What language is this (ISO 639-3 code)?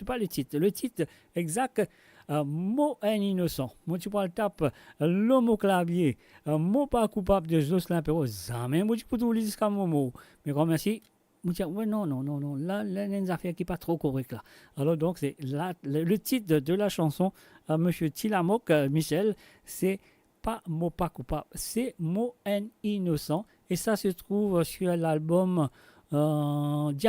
mfe